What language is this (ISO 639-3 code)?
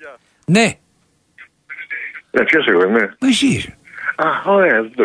ell